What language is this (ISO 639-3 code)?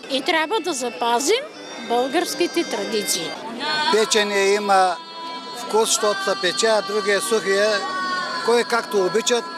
bul